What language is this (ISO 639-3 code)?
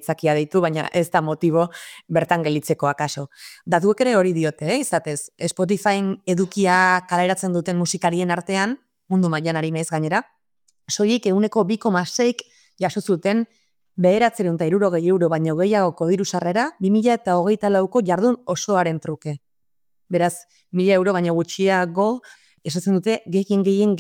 eus